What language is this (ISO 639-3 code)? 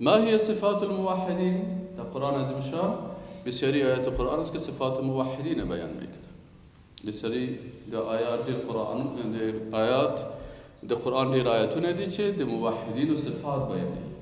fas